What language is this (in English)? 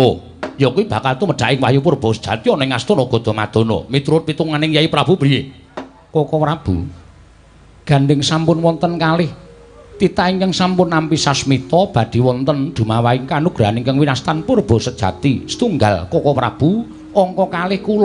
Javanese